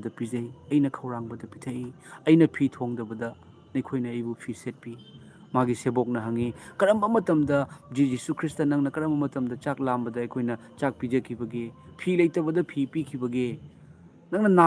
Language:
Manipuri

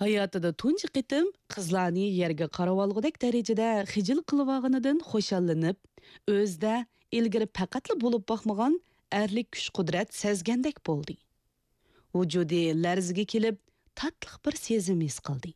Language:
Uyghur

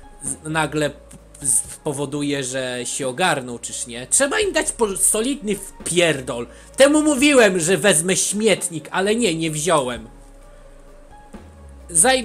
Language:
Polish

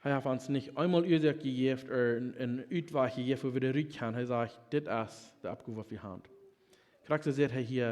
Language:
Plautdietsch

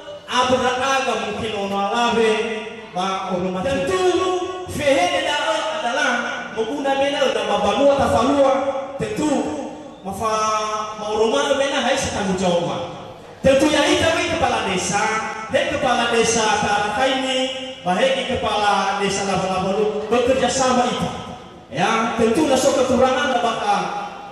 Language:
Nias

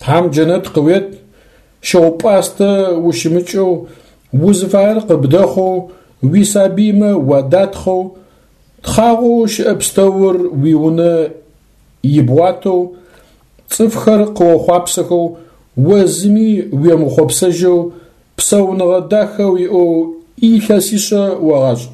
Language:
Adyghe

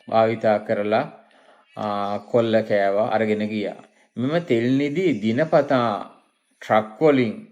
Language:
Sinhala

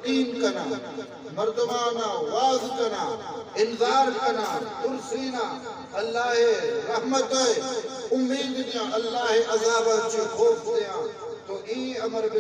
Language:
Eastern Balochi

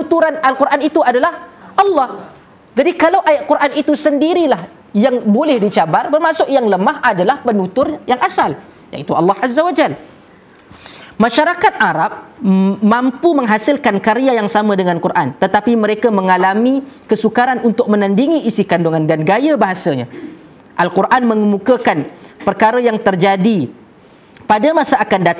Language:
Malay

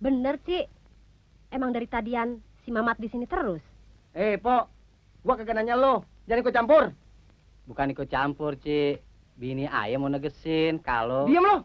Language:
Betawi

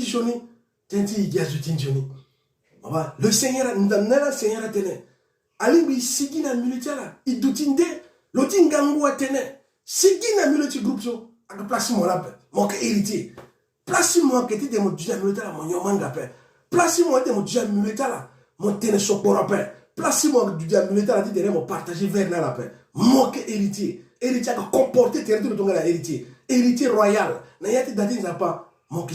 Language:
Sango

